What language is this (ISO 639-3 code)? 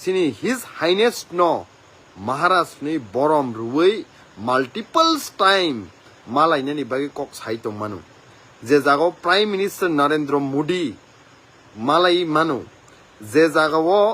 trp